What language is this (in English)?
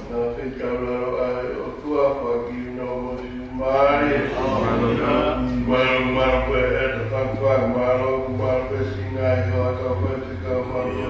Tongan